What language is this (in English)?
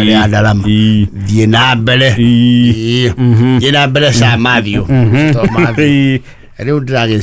Kikuyu